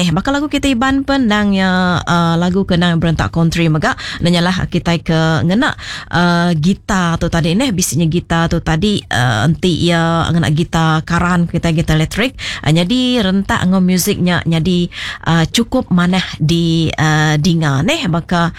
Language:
Iban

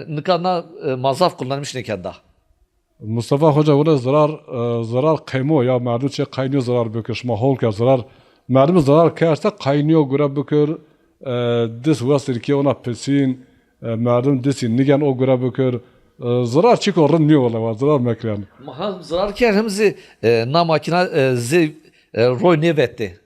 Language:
Zaza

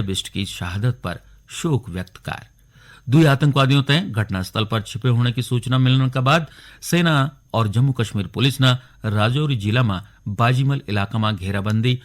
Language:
Garhwali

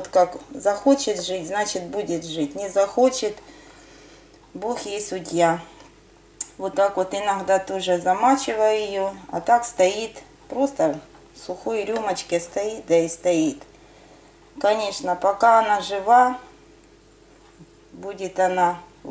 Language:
Russian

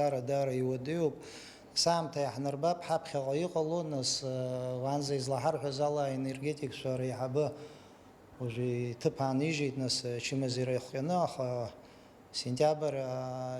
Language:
Abkhazian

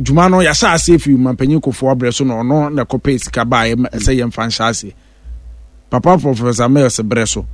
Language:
Akan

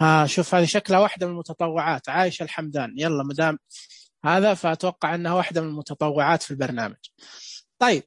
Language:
Najdi Arabic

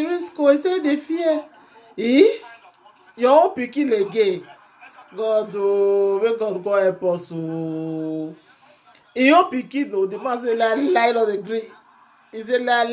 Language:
Nigerian Pidgin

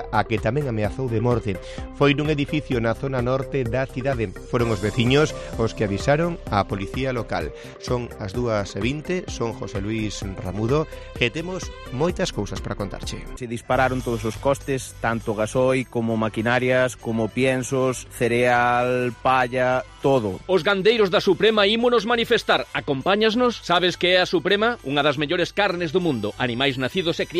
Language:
Galician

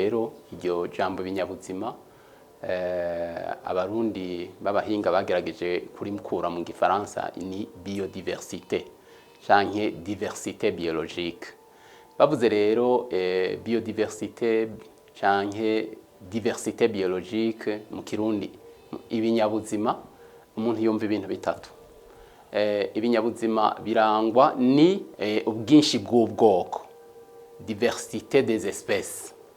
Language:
Rundi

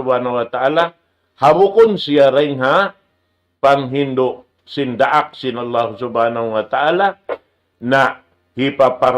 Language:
Tausug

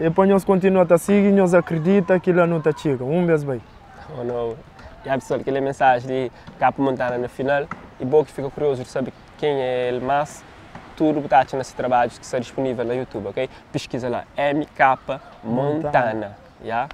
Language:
Kabuverdianu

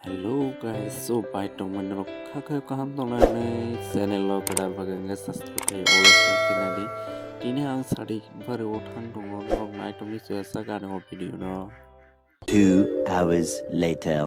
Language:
Kok Borok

